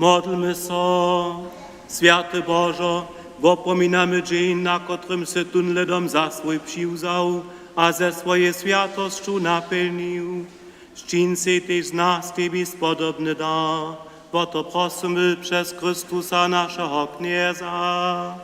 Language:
Upper Sorbian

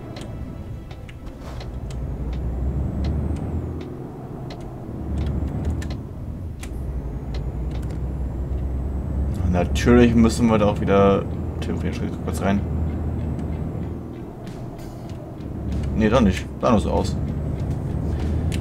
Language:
German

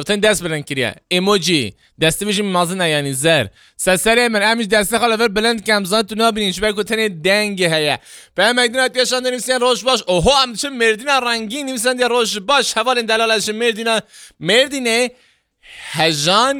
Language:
Kurdish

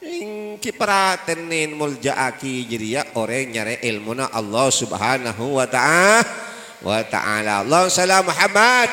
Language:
Madurese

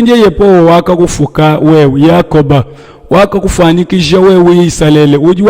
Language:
Luba-Lulua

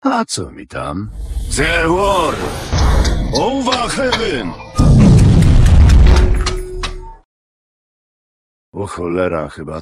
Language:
Polish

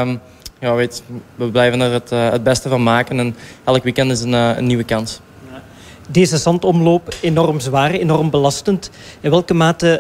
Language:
Dutch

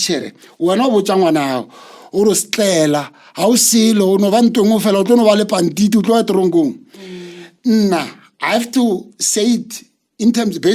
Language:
Northern Sotho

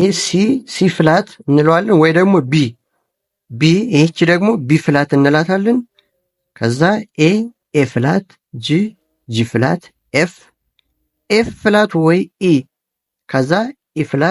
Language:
Amharic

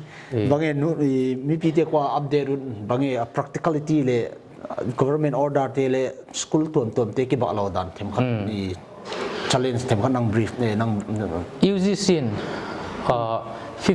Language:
Paite Chin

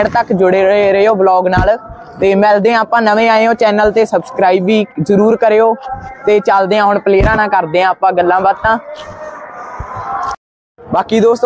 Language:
Punjabi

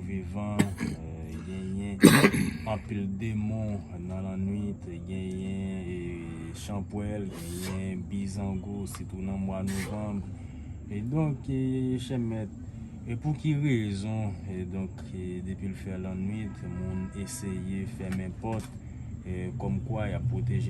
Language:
Haitian Creole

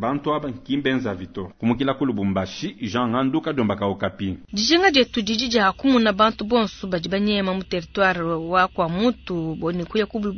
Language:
Luba-Lulua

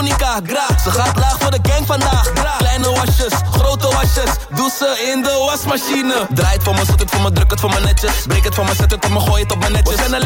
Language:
Dutch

